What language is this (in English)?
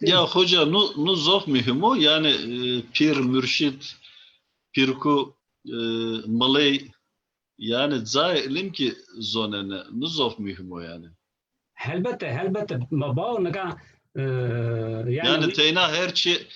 Zaza